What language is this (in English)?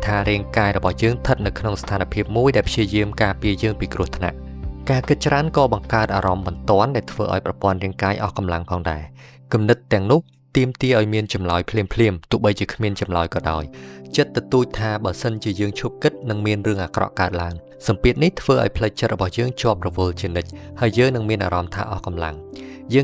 Khmer